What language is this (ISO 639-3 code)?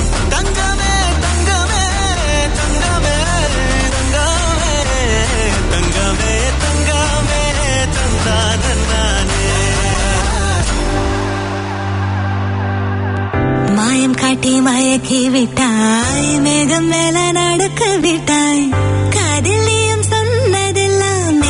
tam